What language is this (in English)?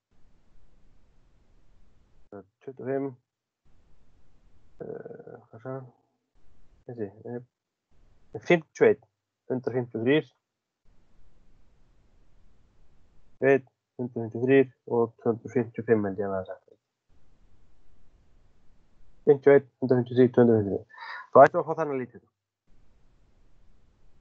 Icelandic